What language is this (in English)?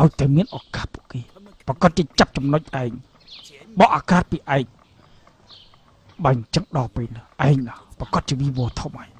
Khmer